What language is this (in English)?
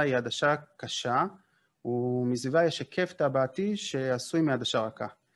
Hebrew